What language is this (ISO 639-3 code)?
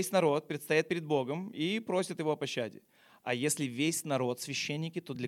rus